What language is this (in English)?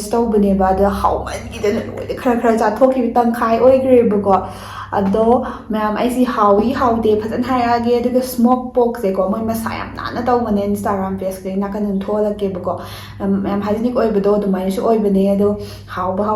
Manipuri